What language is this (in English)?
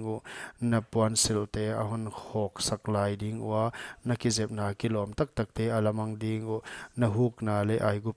Paite Chin